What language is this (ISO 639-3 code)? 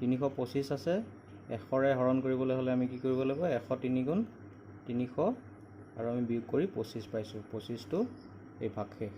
asm